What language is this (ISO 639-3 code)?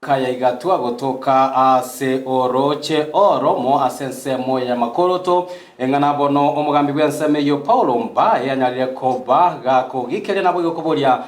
guz